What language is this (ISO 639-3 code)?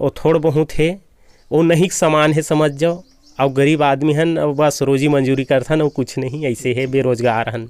hne